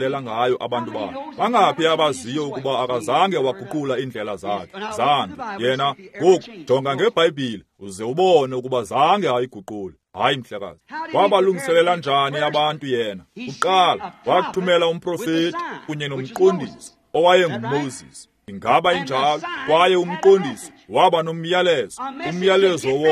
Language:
Xhosa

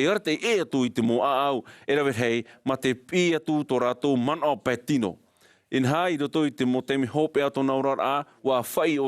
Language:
Tahitian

